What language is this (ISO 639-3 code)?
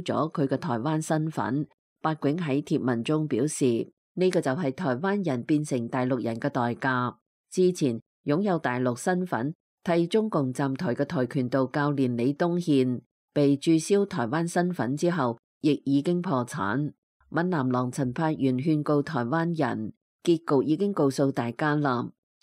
yue